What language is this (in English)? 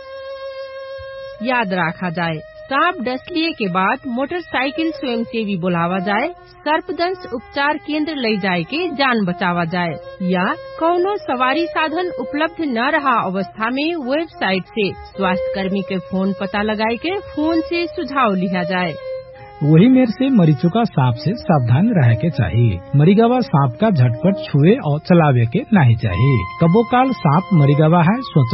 Bhojpuri